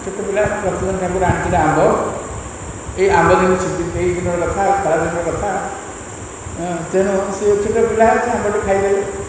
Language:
Odia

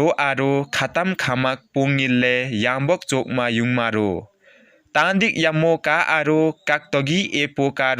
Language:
Limbu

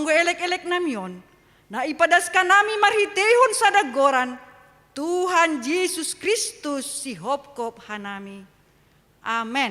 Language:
Batak Simalungun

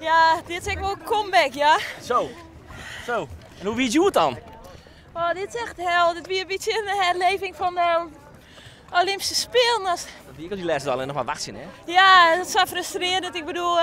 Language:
Western Frisian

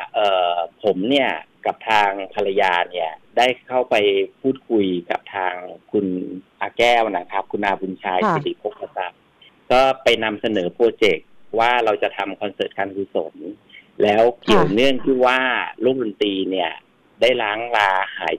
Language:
Thai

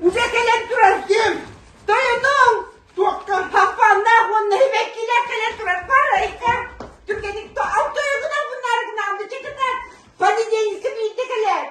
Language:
Yakut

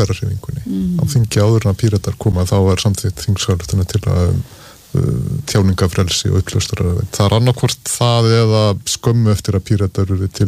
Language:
Icelandic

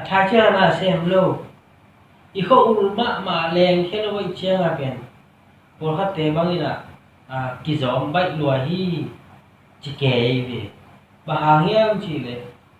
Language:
Tedim Chin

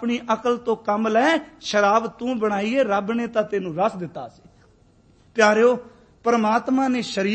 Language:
Punjabi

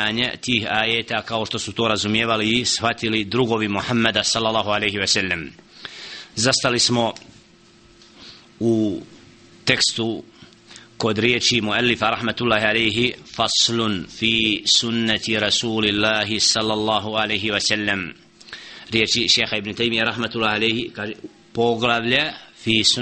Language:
Bosnian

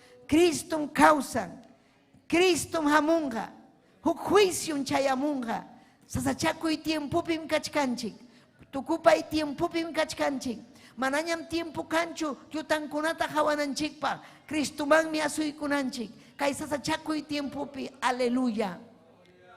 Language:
Ayacucho Quechua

